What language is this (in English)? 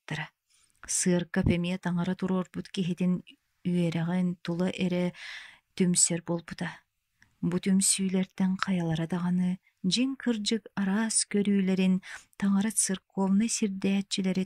Yakut